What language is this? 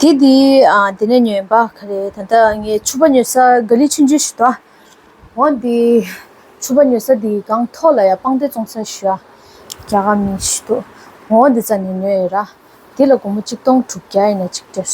Tibetan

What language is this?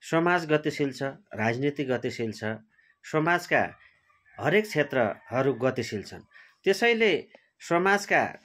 Nepali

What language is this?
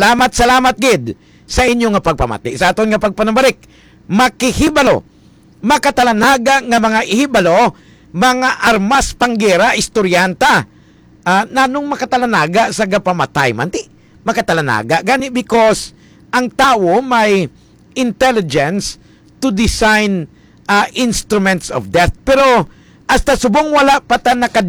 Hiligaynon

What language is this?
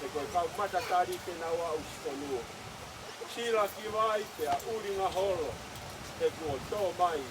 Tongan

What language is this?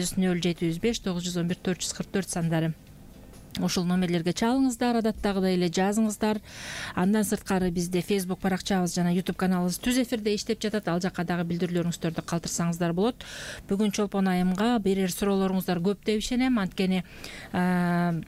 Kyrgyz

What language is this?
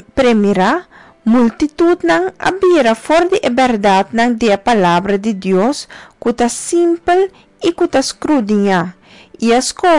Papiamento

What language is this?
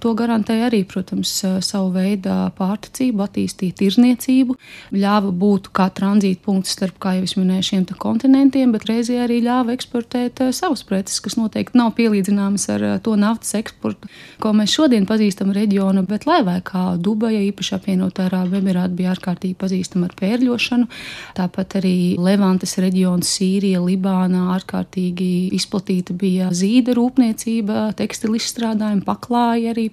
Latvian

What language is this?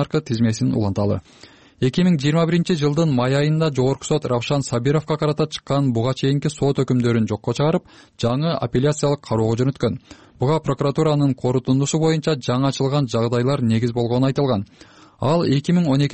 Kyrgyz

